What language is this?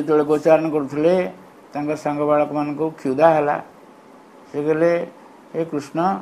Odia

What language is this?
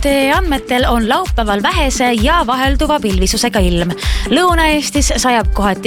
Estonian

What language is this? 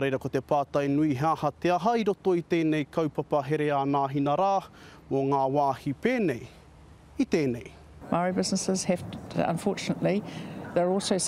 Māori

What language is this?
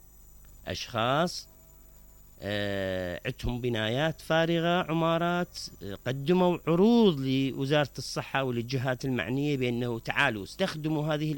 Mesopotamian Arabic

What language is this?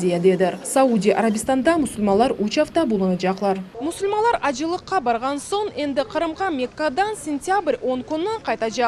Crimean Tatar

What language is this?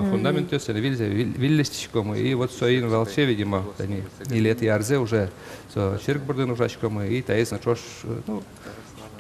Udmurt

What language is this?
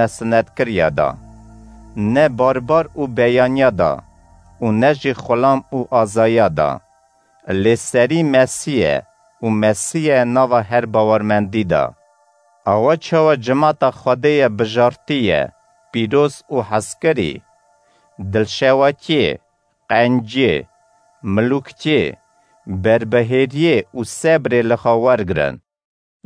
Kurdish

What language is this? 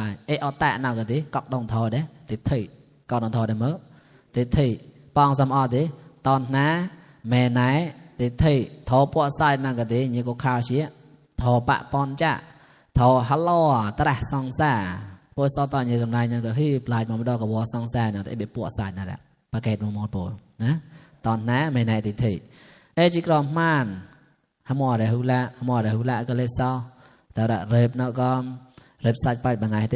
Mon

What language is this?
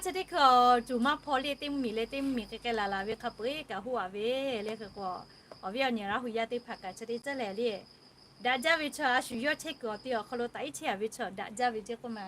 Lahu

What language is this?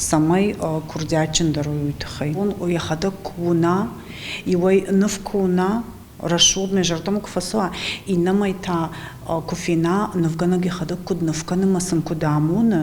Ossetic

